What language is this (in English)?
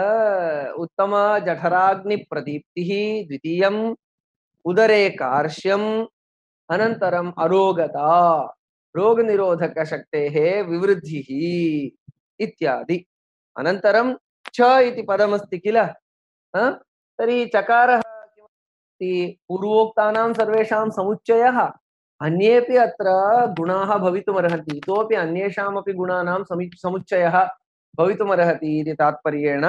Sanskrit